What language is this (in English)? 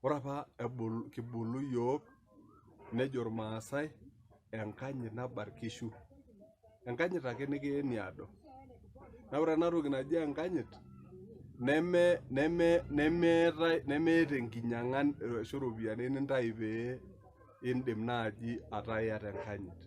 Masai